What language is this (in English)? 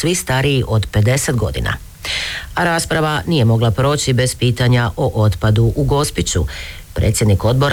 Croatian